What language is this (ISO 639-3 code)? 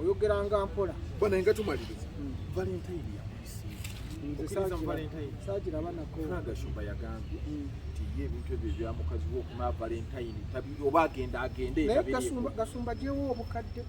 lug